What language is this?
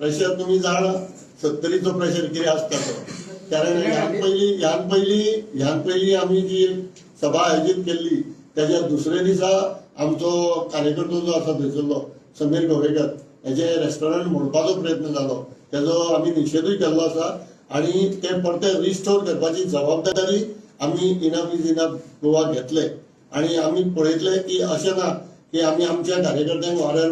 Konkani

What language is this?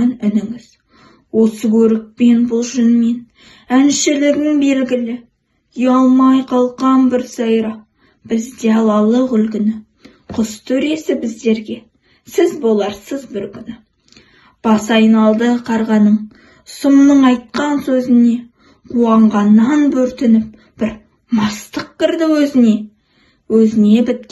Kazakh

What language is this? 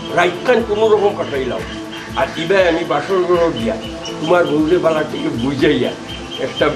Sylheti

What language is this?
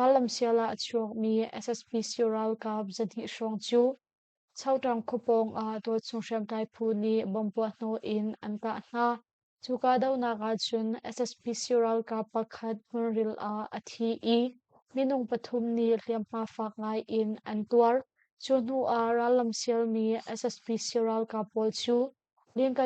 Hakha Chin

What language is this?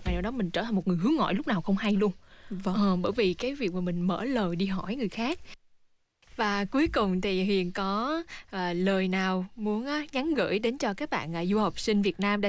Vietnamese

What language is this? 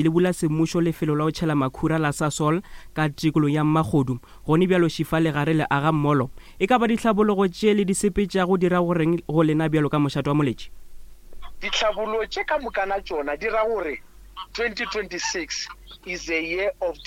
Northern Sotho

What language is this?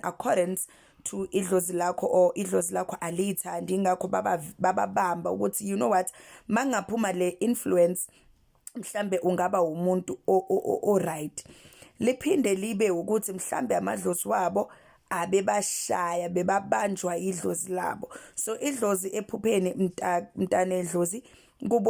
Zulu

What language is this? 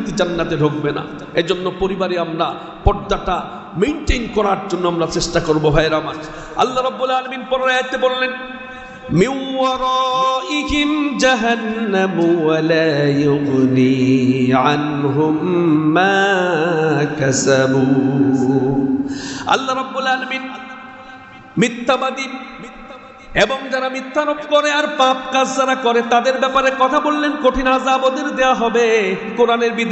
Bangla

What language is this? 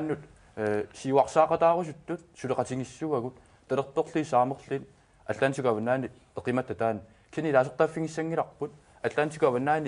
Kalaallisut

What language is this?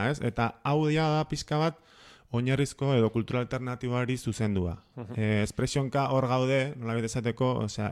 Basque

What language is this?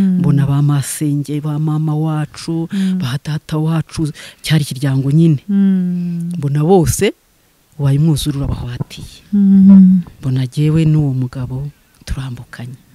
Kinyarwanda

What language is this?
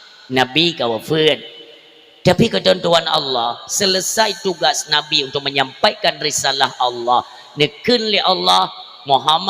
Achinese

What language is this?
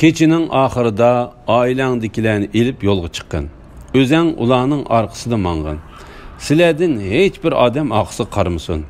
Uyghur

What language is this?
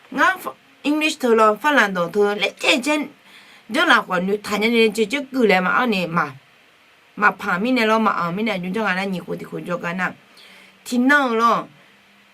Akha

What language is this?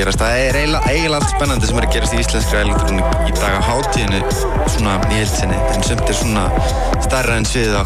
Icelandic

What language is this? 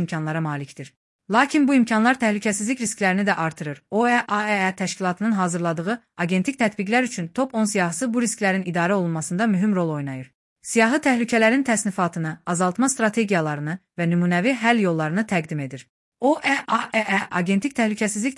Azerbaijani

